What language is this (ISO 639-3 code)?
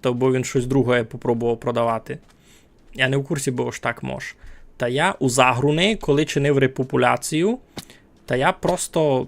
rue